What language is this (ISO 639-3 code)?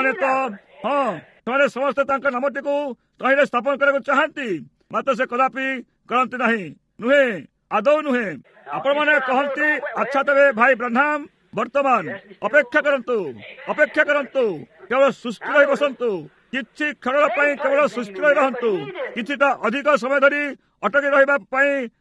ori